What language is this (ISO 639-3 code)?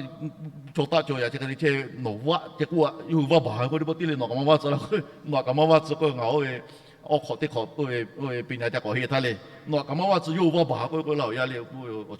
lhu